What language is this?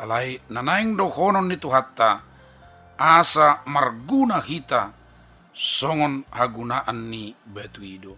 Batak Toba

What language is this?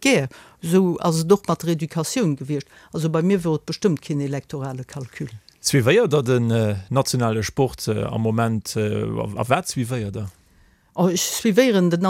Luxembourgish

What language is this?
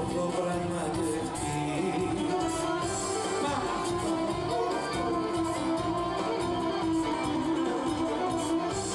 Greek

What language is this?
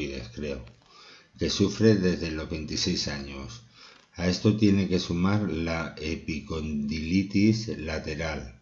Spanish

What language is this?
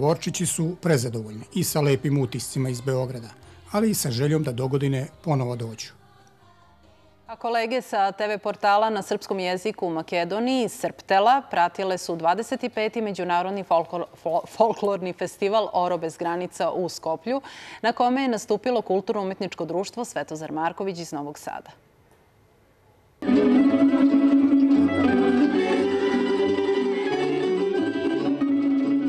Serbian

